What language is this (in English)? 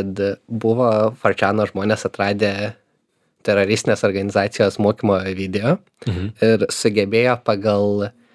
Lithuanian